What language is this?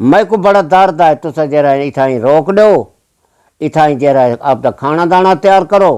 Saraiki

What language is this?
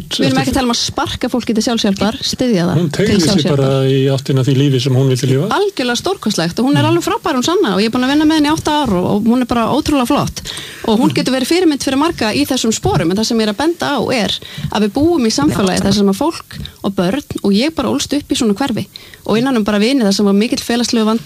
Icelandic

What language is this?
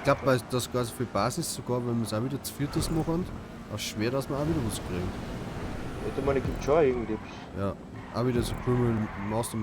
Bavarian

